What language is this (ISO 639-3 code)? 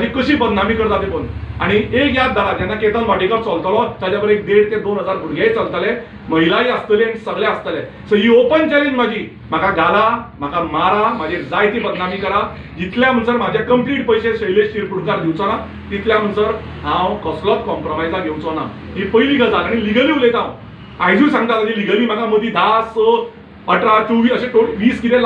kok